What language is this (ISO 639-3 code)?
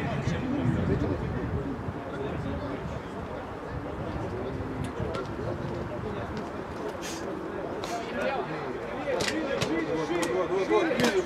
rus